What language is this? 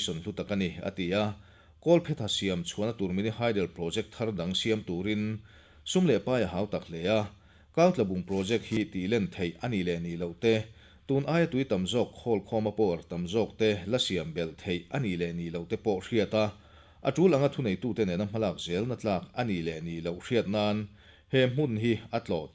Mizo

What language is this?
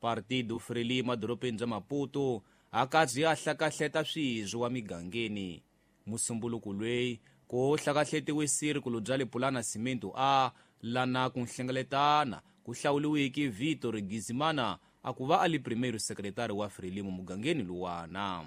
Tsonga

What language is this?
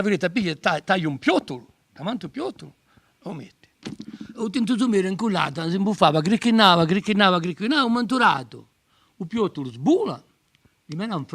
Corsican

